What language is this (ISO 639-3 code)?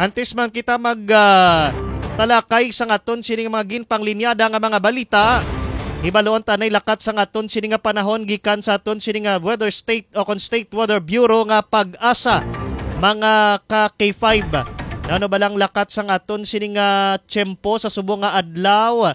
hil